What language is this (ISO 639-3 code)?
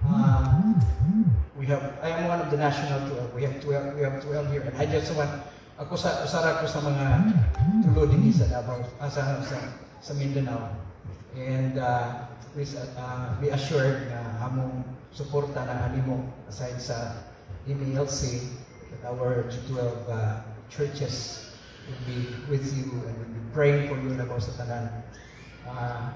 ceb